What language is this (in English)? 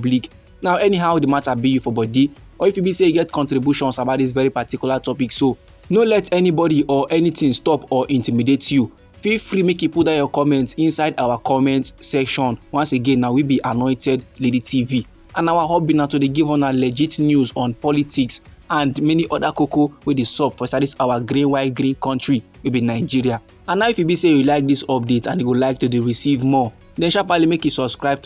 Nigerian Pidgin